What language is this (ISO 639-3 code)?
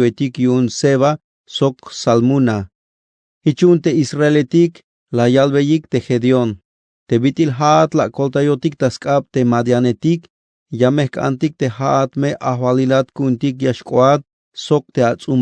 tzh